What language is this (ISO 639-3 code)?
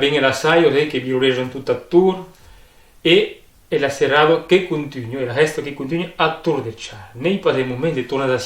oci